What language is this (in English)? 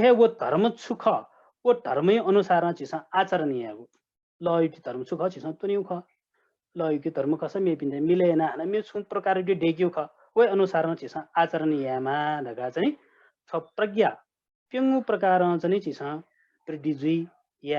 Newari